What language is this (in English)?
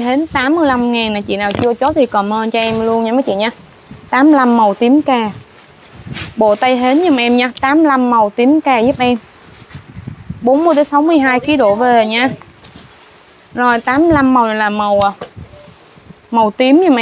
Vietnamese